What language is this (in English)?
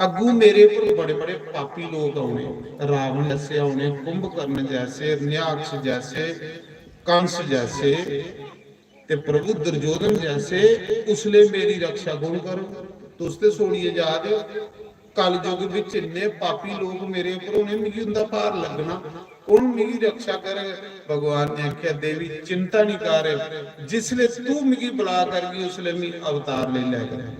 Dogri